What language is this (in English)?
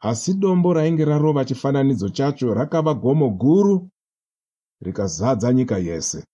Shona